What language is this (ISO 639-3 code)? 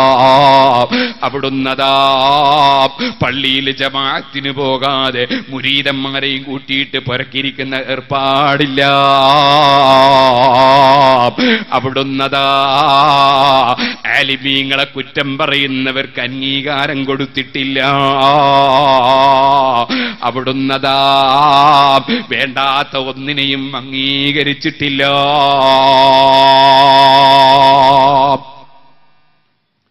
mal